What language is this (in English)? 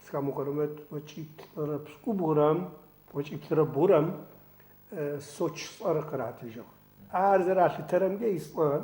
Adyghe